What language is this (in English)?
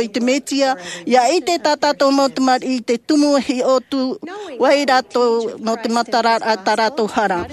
Tahitian